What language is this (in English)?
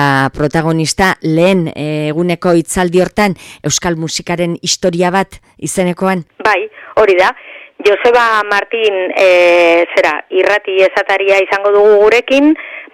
Basque